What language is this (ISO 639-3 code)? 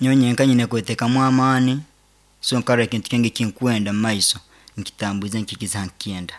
nyn